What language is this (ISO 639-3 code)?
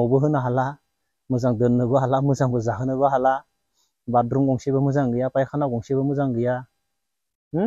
brx